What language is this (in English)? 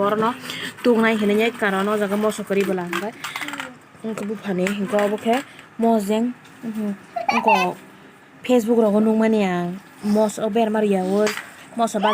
Kok Borok